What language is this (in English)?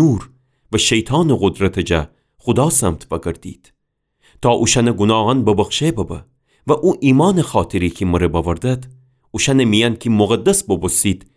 Gilaki